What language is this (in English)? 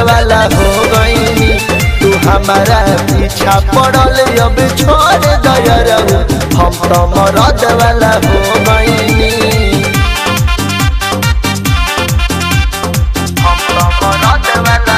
Bhojpuri